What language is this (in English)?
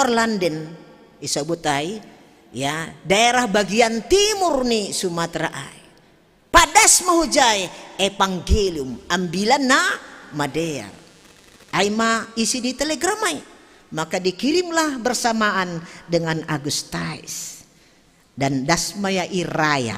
Batak Simalungun